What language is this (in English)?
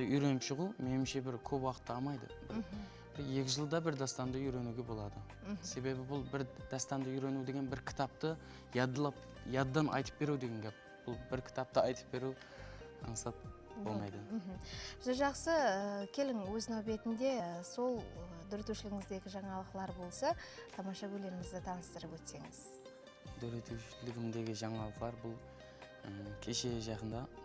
Kara-Kalpak